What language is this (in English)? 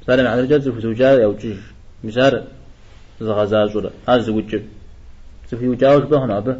Kabardian